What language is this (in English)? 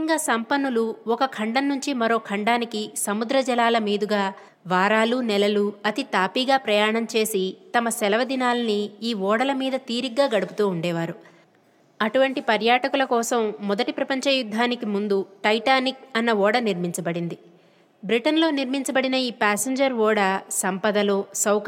Telugu